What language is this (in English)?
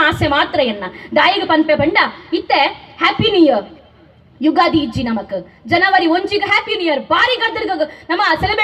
Tulu